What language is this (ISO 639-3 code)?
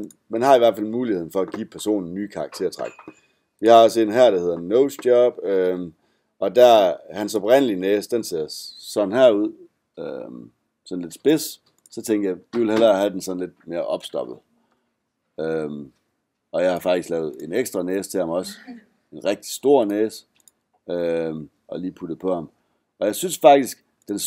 dan